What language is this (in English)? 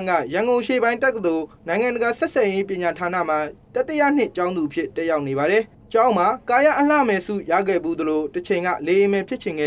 Burmese